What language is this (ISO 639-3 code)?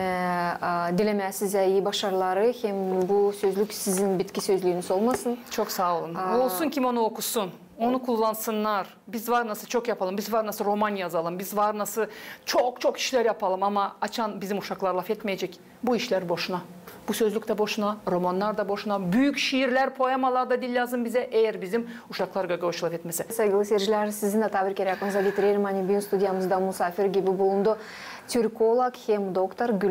gag